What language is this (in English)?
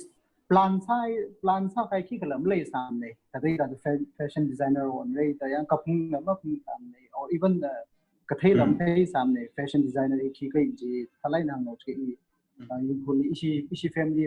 Tangkhul Naga (India)